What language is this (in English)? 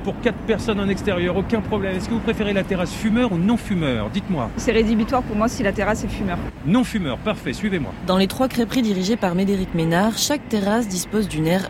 French